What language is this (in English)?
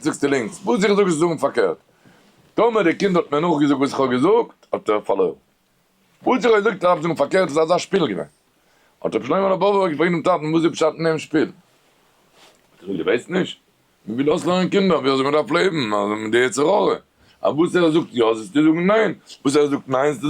Yiddish